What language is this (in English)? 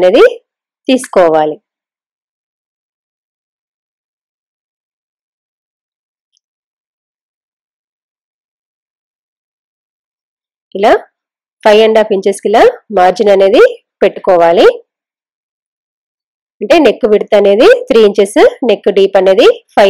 Telugu